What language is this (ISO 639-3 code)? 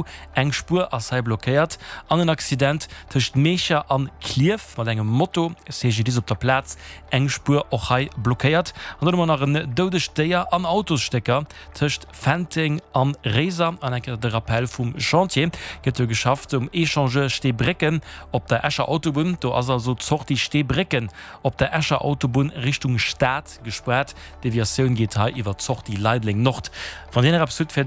ltz